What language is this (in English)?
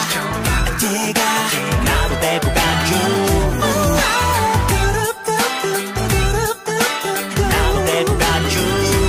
Korean